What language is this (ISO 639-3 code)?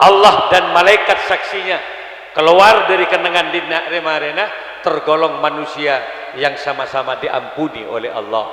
mad